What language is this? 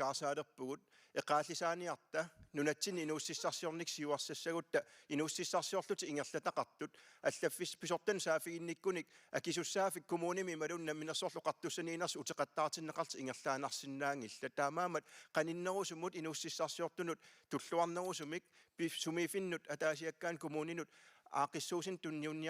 Kalaallisut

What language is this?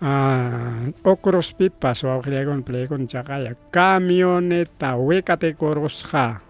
Ayacucho Quechua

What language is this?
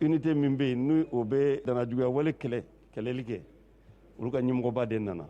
Bambara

